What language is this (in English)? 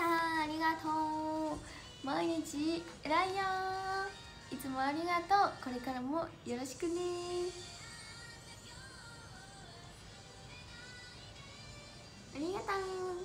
Japanese